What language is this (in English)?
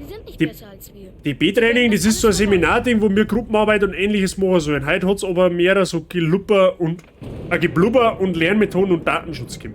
Bavarian